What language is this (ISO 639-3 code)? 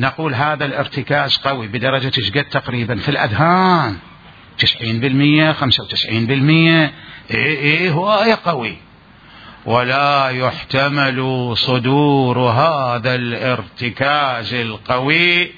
acm